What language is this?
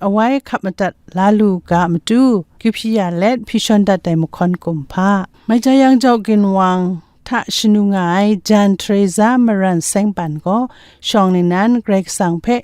Kachin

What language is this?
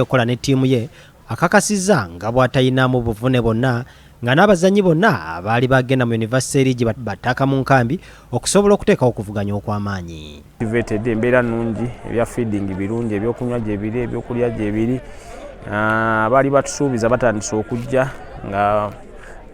Ganda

